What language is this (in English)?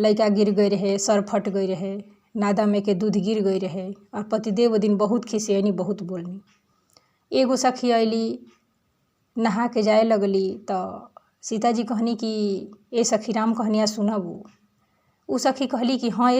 Bhojpuri